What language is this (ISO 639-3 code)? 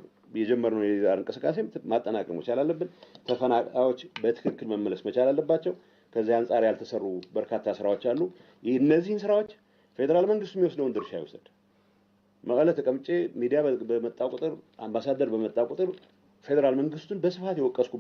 amh